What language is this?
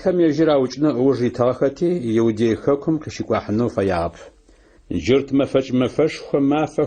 Adyghe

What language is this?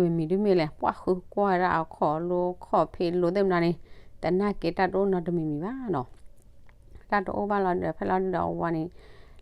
S'gaw Karen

